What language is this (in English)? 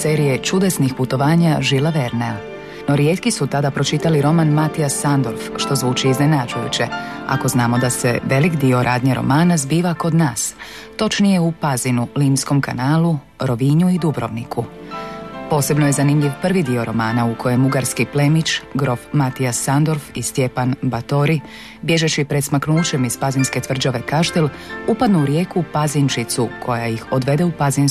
Croatian